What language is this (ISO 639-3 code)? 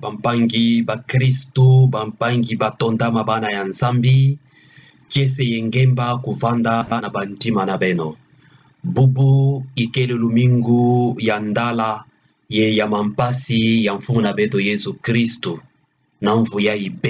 ktu